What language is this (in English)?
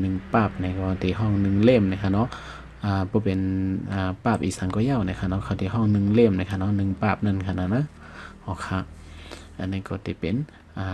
Shan